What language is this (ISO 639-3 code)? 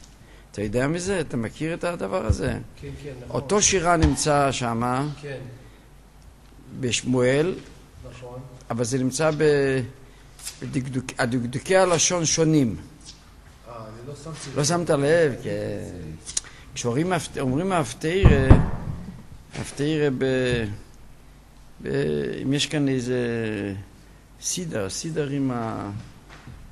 heb